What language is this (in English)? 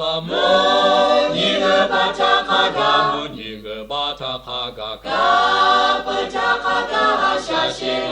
Lahu